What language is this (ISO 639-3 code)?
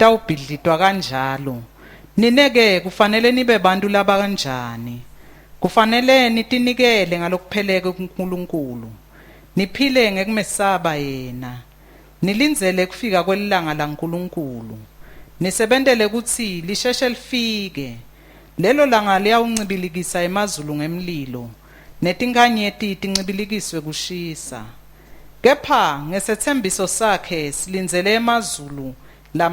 ssw